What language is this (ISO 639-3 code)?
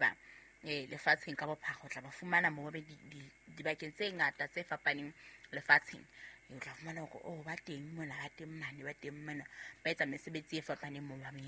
sot